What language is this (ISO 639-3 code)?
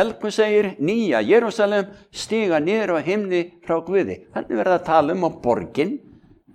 isl